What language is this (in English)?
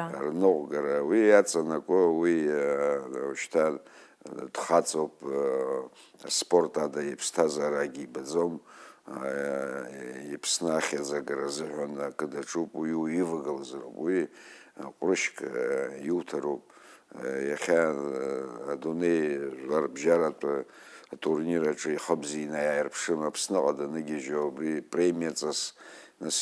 Abkhazian